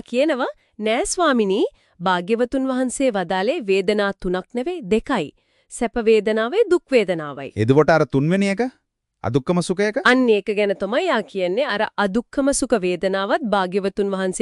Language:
Sinhala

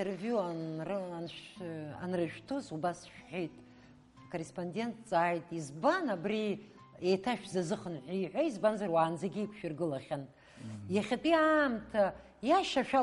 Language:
Abkhazian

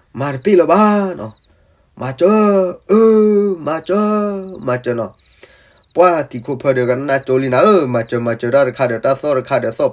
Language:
S'gaw Karen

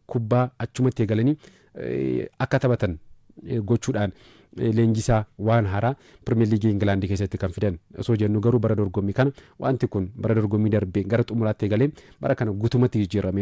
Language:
Oromo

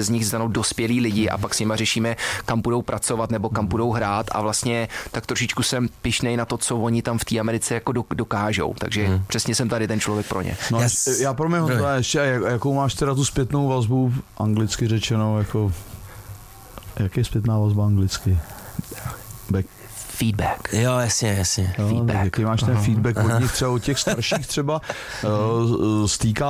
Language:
Czech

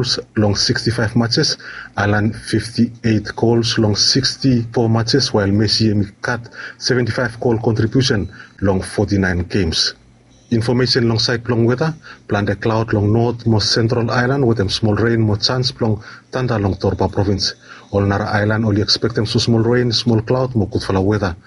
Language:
Bislama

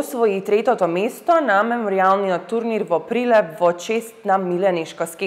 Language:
Macedonian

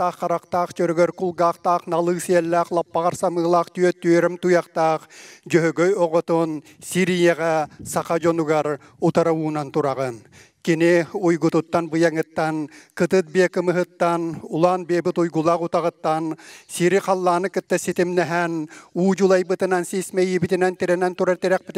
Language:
Yakut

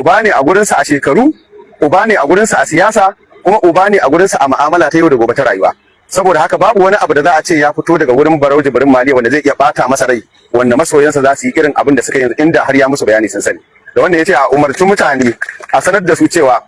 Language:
Hausa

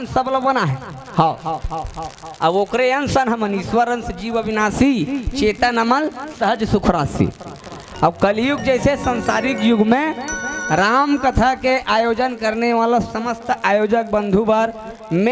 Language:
Chhattisgarhi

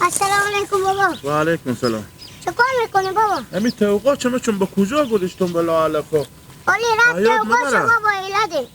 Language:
Hazaragi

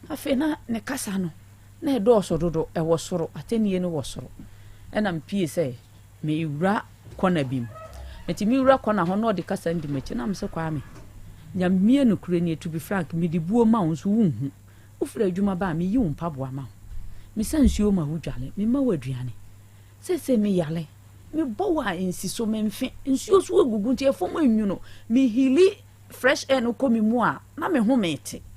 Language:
Akan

